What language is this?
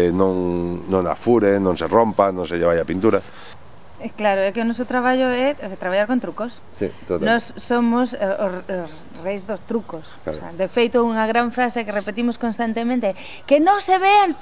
Galician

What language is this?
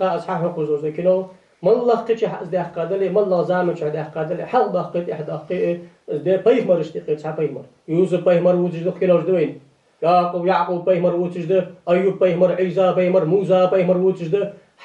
Ingush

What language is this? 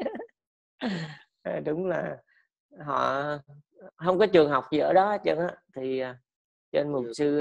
Vietnamese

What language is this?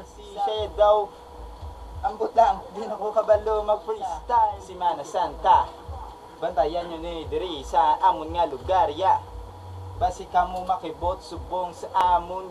Hiligaynon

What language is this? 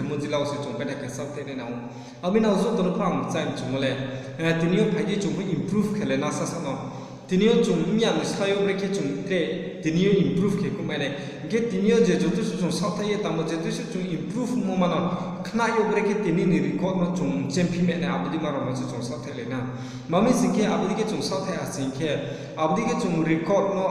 Riang (India)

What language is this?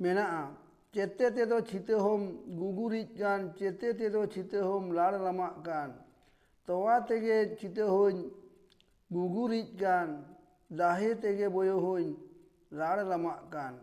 Santali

